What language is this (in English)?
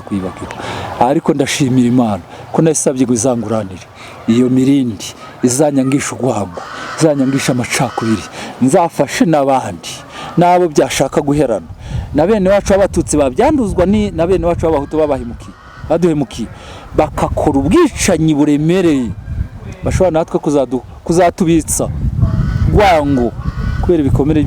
Kinyarwanda